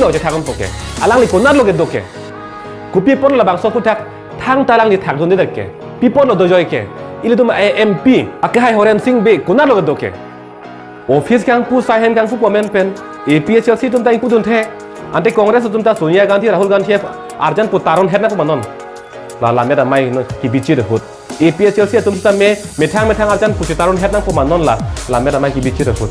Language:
Karbi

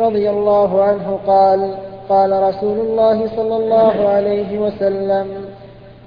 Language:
Arabic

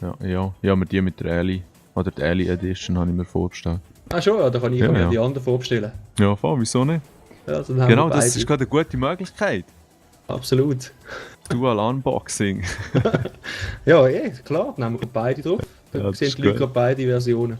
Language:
Swiss German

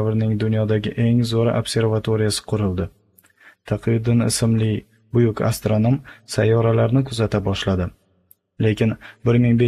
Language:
Uzbek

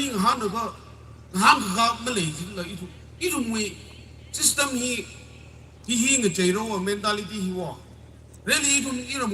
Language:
Tangkhul Naga (India)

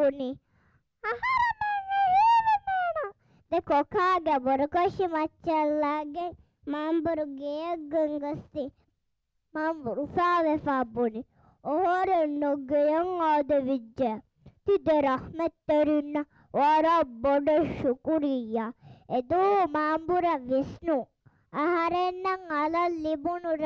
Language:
Divehi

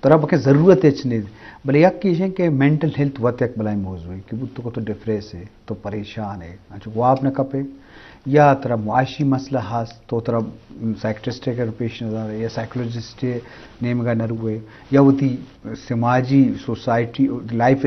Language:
Eastern Balochi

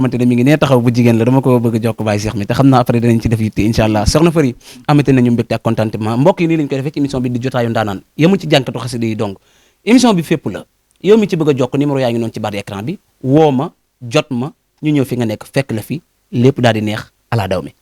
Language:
Wolof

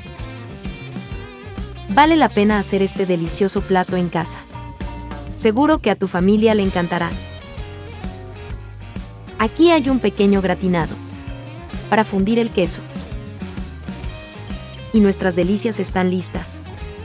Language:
Spanish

